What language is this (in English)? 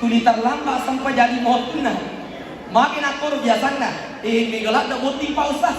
Buginese